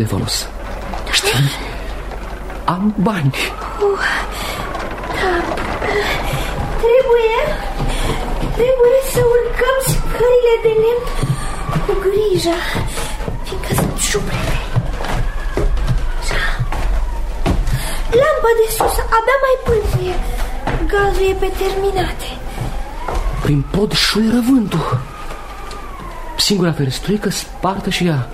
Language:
Romanian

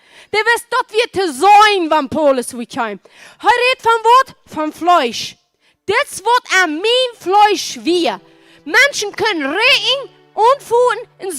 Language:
Plautdietsch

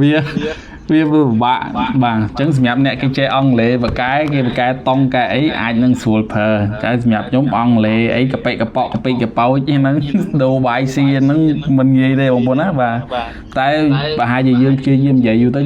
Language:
Khmer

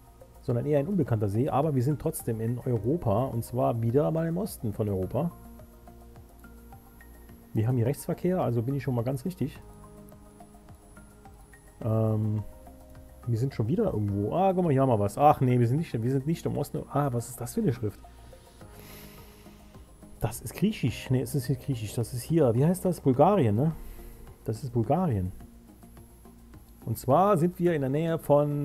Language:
German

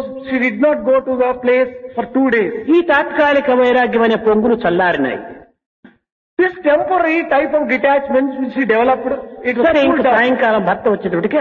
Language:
Telugu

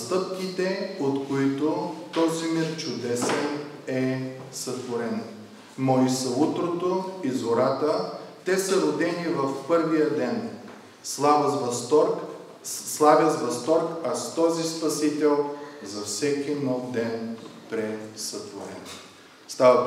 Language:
Bulgarian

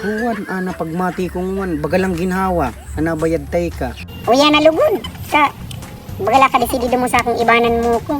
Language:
Bikol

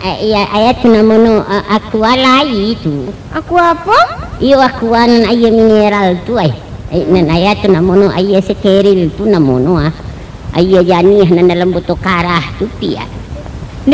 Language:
Minangkabau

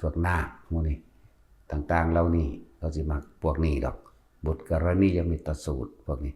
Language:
Northeastern Thai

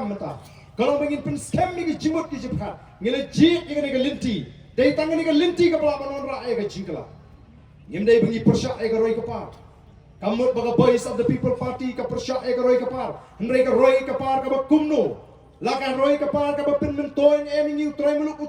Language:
Khasi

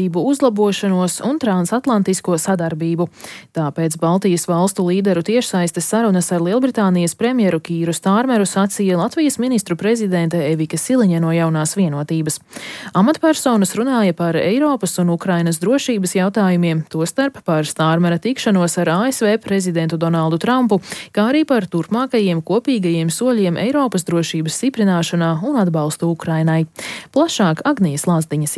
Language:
Latvian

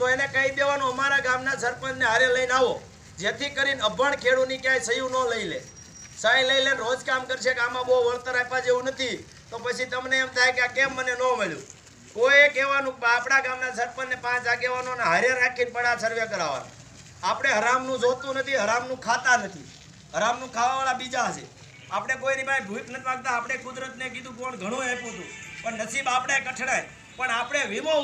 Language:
Gujarati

